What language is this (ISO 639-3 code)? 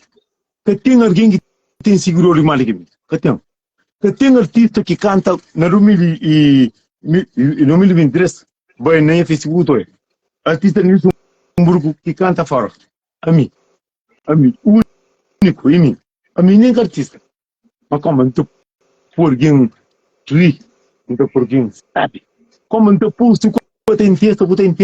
kea